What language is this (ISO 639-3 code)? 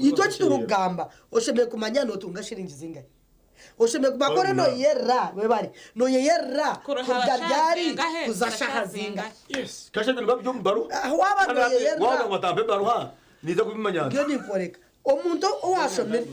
nyn